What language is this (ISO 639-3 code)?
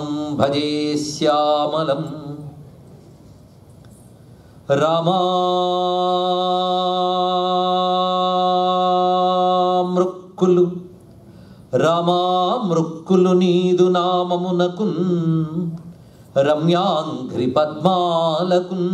tel